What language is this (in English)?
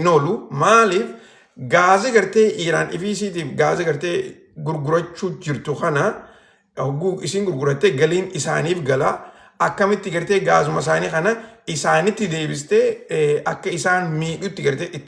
Oromo